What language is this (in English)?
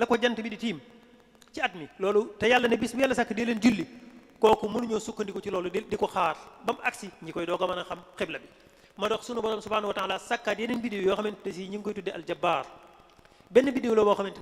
Wolof